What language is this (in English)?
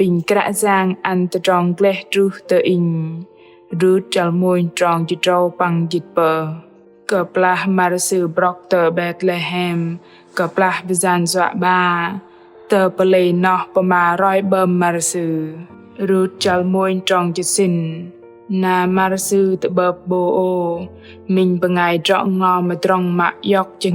Bahnar